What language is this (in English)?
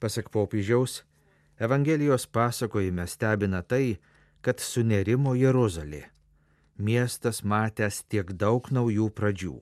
Lithuanian